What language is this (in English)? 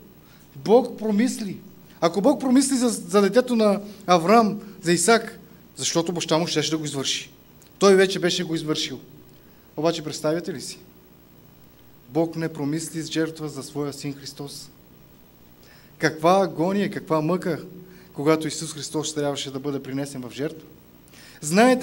Bulgarian